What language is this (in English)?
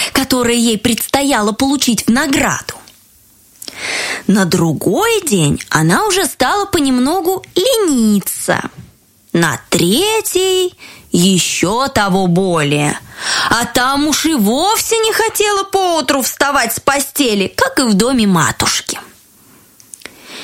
Russian